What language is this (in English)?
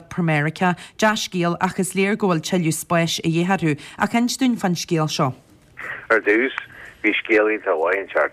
Irish